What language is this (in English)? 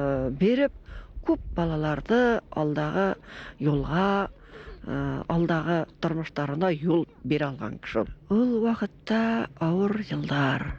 Bashkir